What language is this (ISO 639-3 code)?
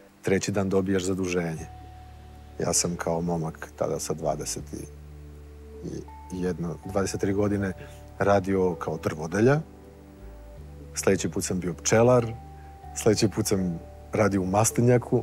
srp